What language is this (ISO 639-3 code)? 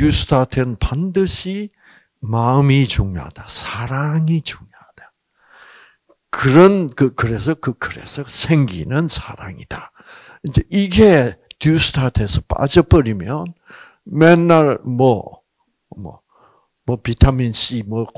kor